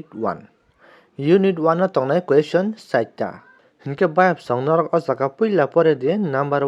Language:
Kok Borok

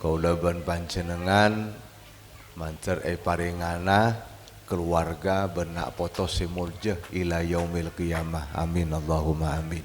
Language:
Madurese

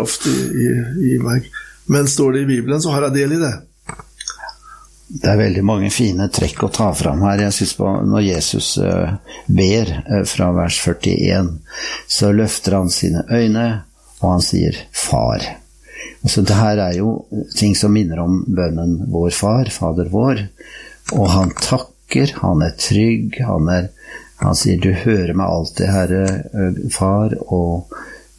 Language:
Norwegian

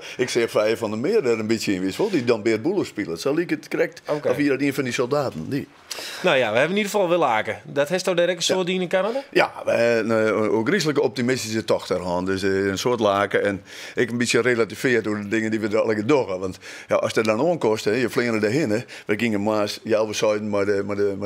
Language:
Western Frisian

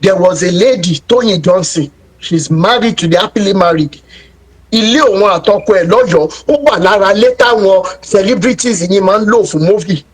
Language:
Yoruba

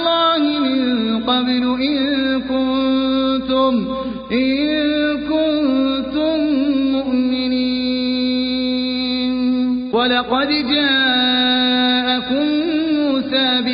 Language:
Arabic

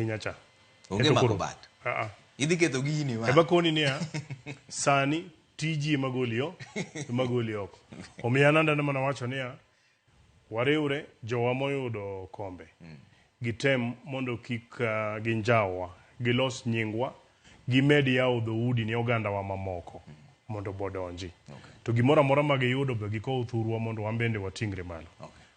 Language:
Luo (Kenya and Tanzania)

